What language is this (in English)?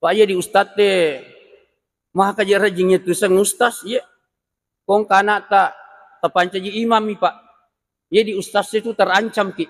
Buginese